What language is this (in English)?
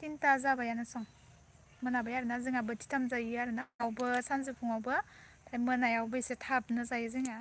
Bodo